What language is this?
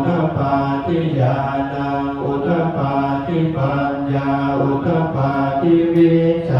Pali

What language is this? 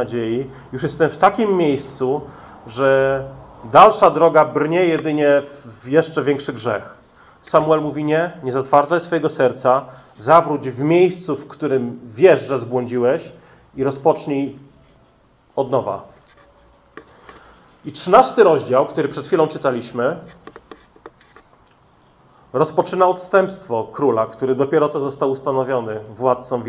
Polish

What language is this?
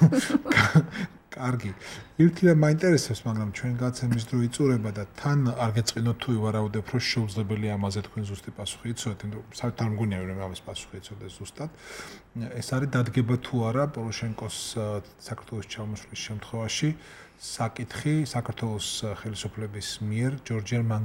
Georgian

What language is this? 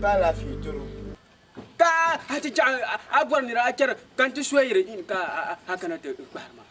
Dagbani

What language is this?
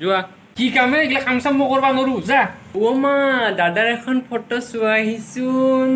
Assamese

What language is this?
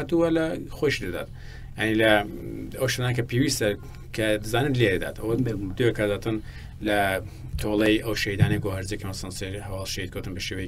Central Kurdish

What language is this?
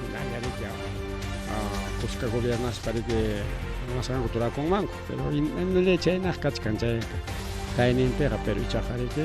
Ayacucho Quechua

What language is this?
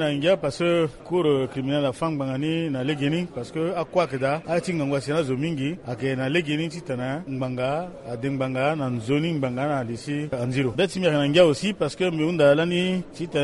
Sango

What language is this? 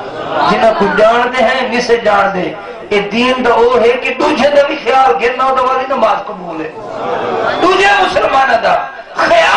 Saraiki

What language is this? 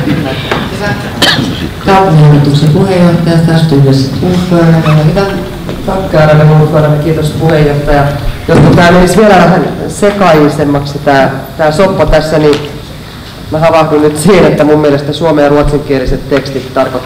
Finnish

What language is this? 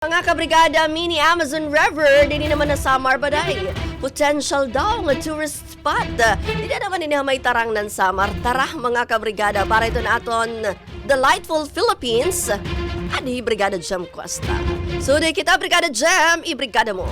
Waray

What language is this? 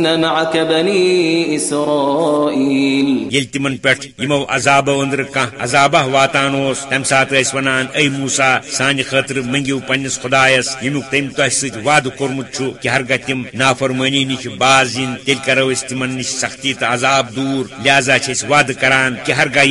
Kashmiri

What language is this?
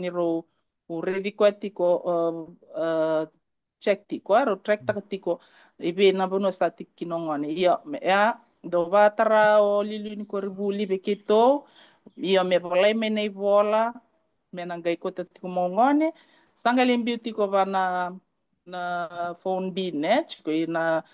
Fijian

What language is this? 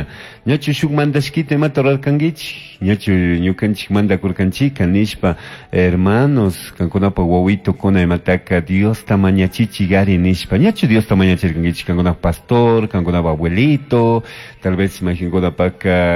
Chimborazo Highland Quichua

